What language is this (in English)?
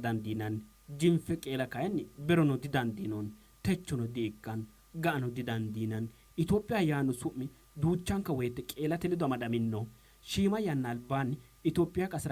Sidamo